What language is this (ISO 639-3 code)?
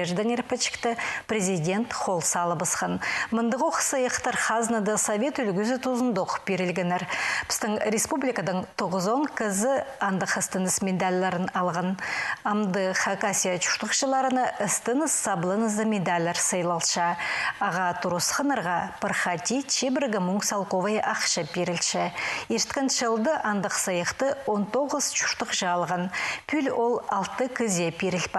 kjh